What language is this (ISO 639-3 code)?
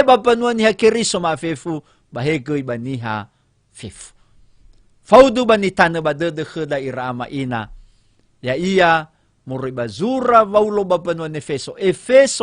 nia